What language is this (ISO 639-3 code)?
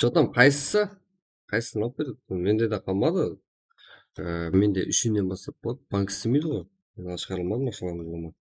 kaa